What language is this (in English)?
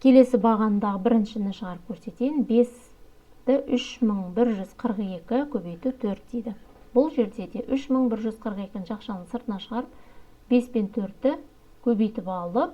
Kazakh